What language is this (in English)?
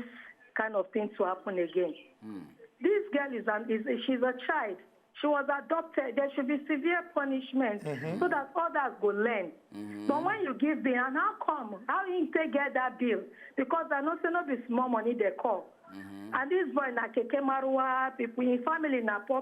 Nigerian Pidgin